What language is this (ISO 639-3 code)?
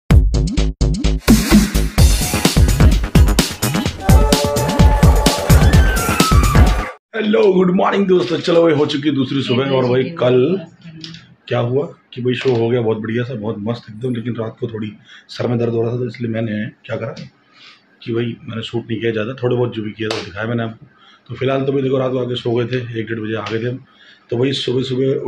hin